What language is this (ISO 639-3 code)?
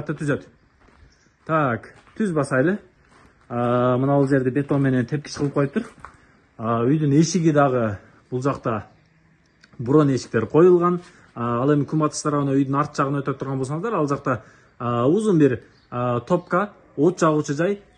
kir